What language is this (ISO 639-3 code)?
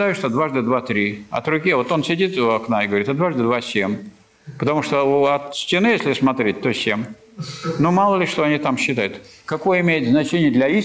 rus